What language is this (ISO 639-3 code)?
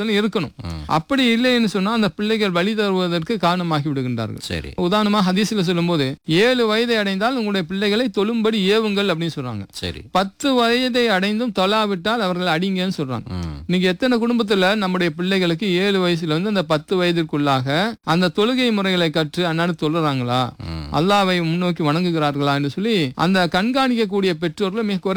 tam